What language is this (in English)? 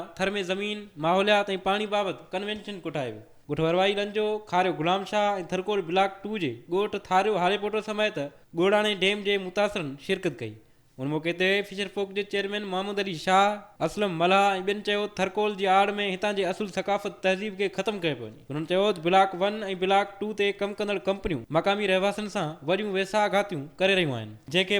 Sindhi